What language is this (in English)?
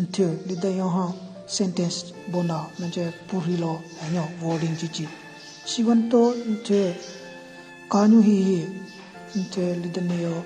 Southern Rengma Naga